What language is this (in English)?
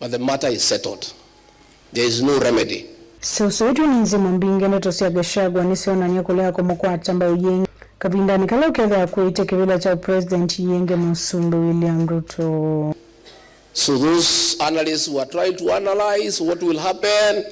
Kamba